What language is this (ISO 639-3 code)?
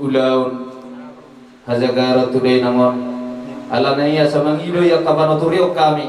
bbc